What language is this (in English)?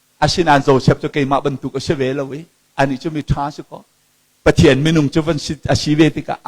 Hakha Chin